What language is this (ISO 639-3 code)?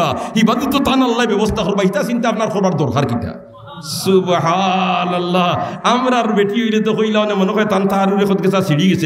syl